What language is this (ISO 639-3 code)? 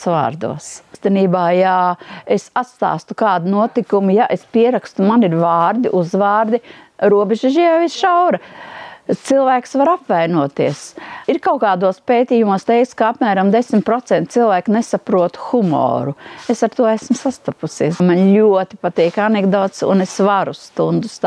lav